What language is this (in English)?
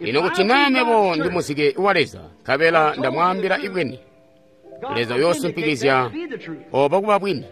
Tonga (Zambia)